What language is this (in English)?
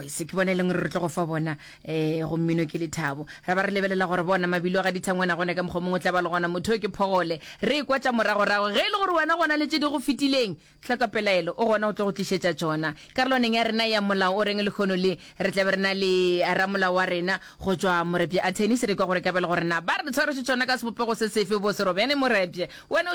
Northern Sotho